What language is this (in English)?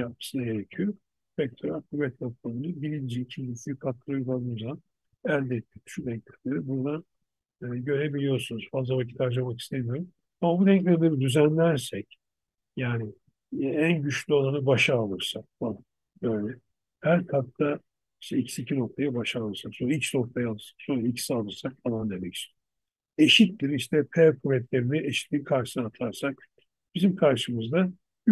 Turkish